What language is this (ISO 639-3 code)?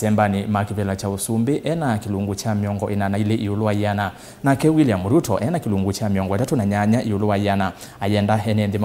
kam